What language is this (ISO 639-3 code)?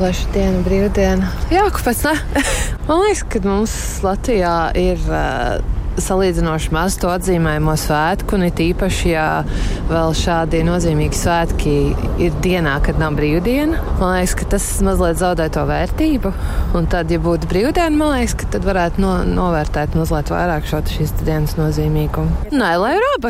lav